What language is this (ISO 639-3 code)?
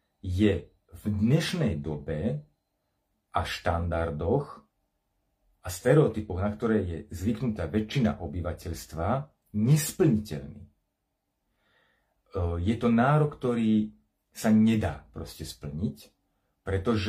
slk